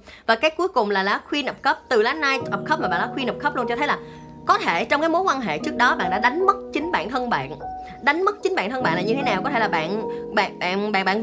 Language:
Vietnamese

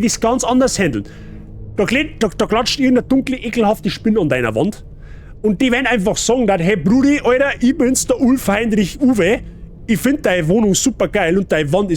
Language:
Bavarian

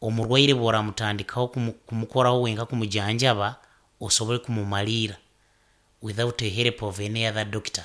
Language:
Nyoro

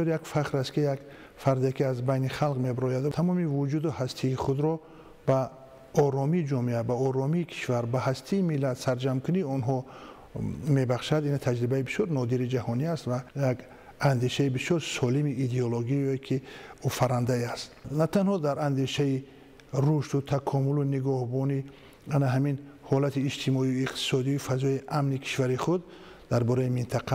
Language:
Tajik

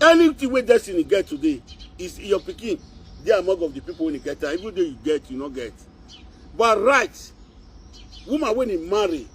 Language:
Nigerian Pidgin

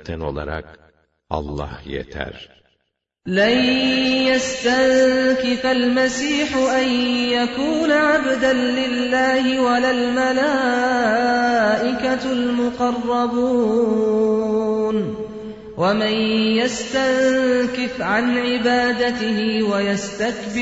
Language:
Turkish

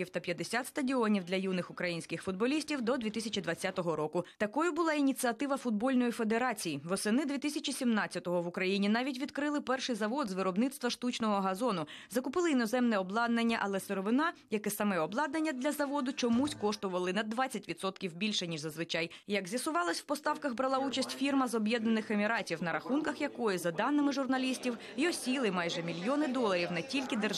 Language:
Ukrainian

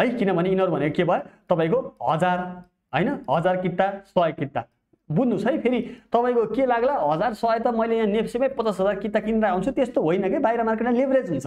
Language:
Nepali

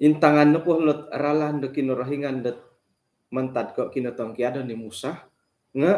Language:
Central Dusun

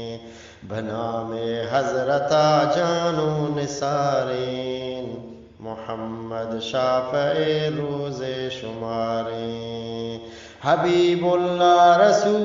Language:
Eastern Balochi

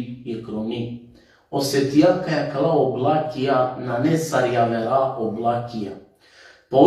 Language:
Balkan Romani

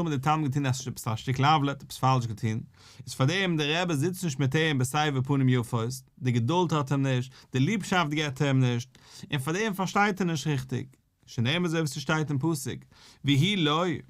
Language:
Yiddish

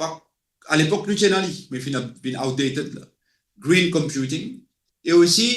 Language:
Morisyen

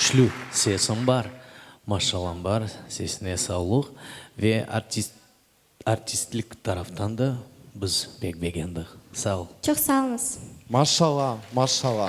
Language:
Crimean Tatar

